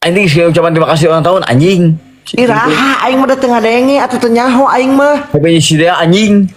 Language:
Sundanese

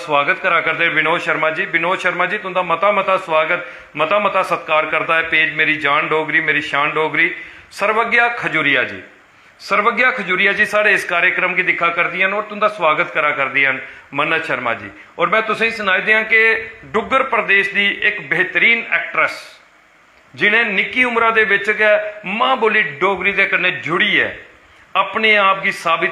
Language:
Dogri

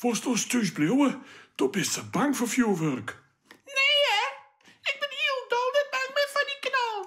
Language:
Western Frisian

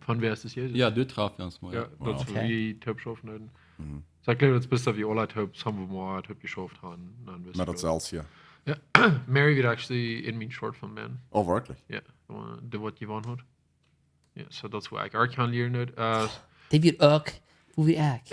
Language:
Plautdietsch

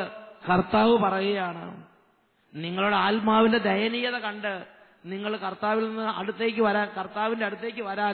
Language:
Malayalam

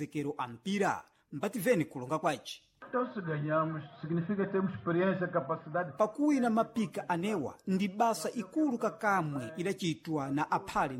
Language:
Sena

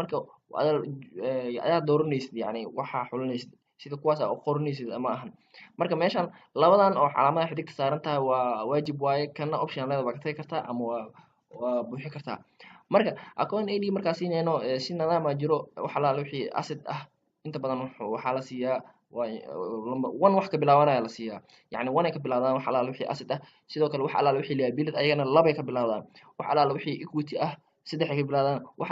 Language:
Somali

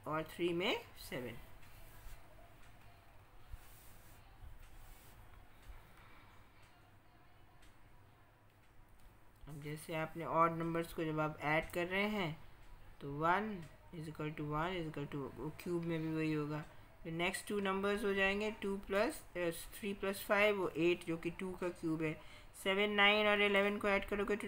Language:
Hindi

